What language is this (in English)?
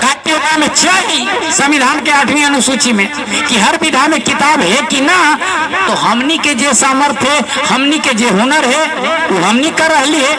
Magahi